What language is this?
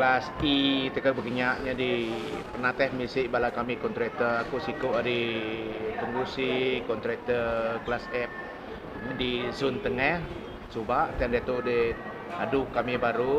Iban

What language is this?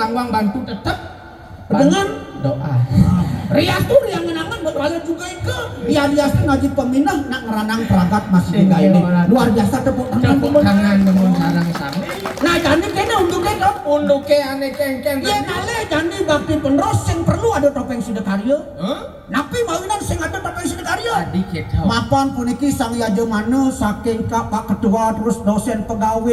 Balinese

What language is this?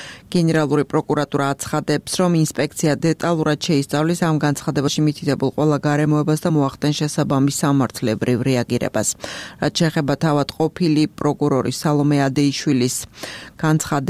Georgian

